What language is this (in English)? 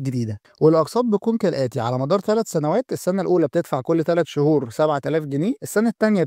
Egyptian Arabic